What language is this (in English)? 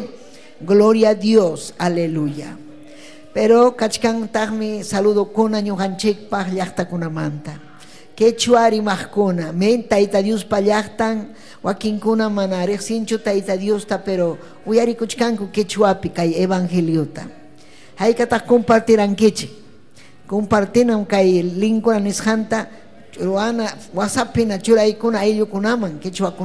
Ayacucho Quechua